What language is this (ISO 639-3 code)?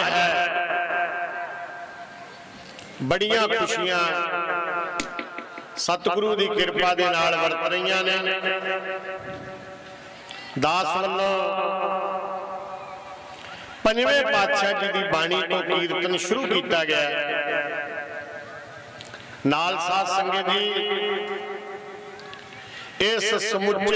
pan